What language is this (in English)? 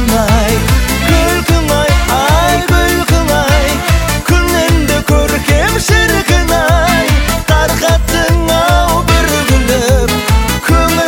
Kazakh